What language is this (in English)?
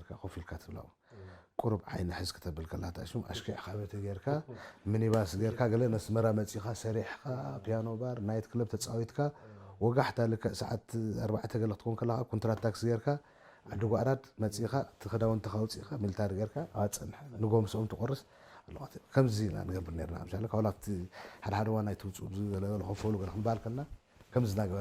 Tigrinya